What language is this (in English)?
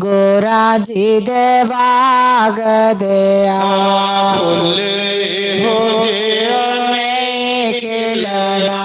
Dogri